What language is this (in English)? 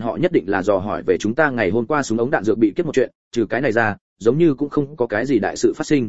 Vietnamese